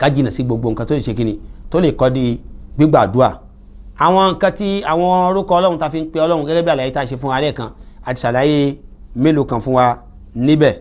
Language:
Yoruba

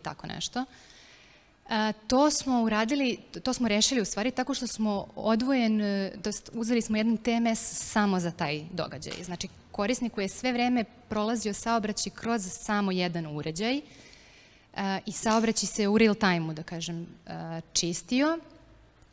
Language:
Serbian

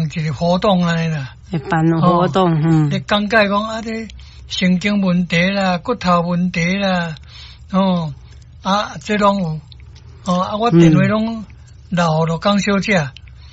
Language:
Min Nan Chinese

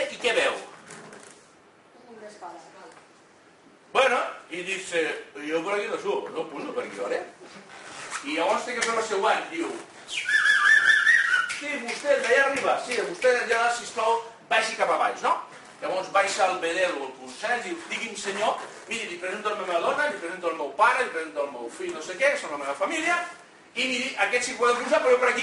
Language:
Catalan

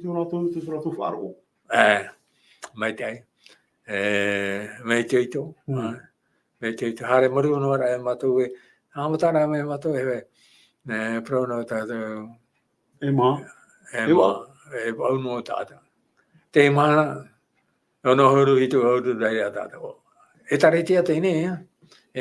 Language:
Tahitian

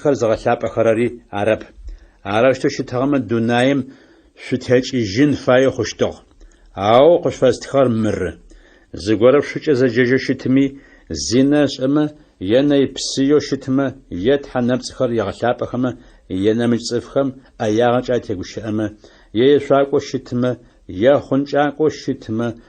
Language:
Adyghe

